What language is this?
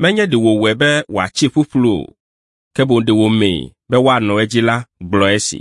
Ewe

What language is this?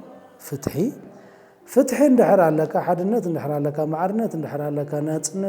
Tigrinya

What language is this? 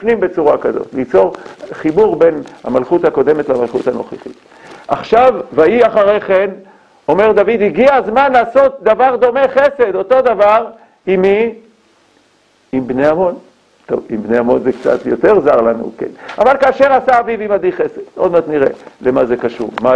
Hebrew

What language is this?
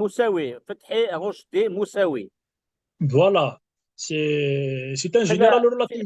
Kabyle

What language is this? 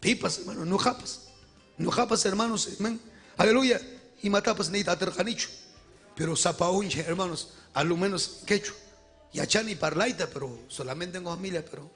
Ayacucho Quechua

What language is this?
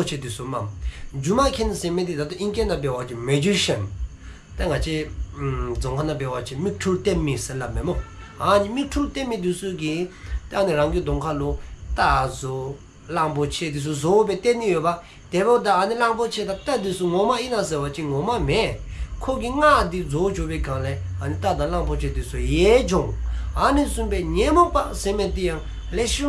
Dzongkha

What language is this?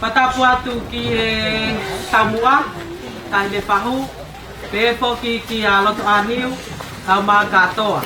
Tongan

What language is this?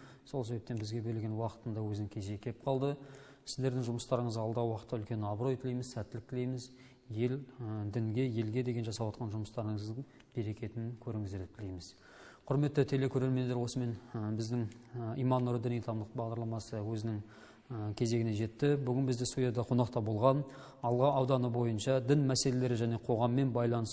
Kazakh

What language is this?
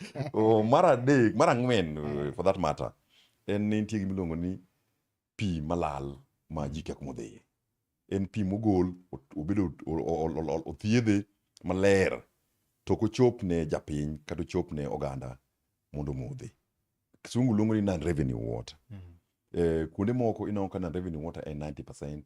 Luo (Kenya and Tanzania)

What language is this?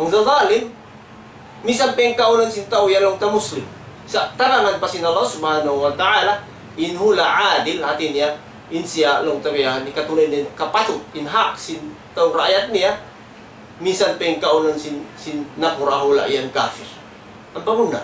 Tausug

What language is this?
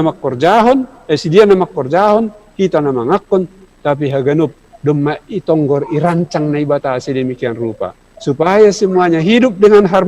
Batak Simalungun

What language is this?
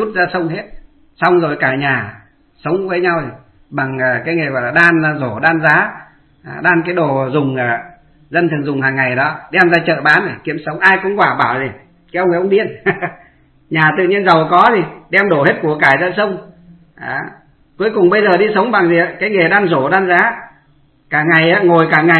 Vietnamese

